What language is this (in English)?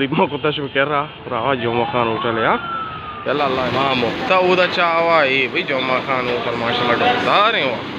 Baluchi